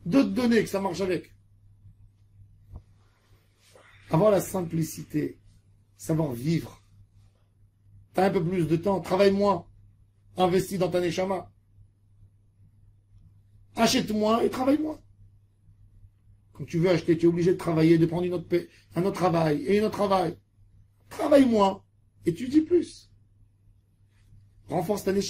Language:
French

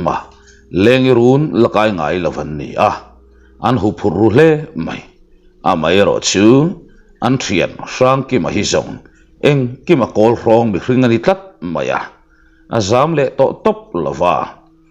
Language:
Mizo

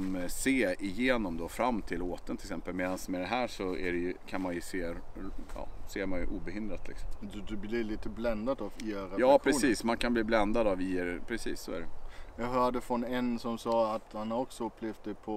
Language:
Swedish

